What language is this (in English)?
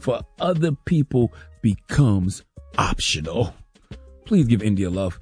English